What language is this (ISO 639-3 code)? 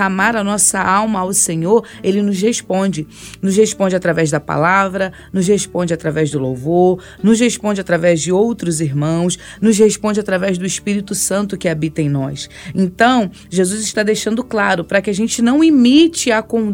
por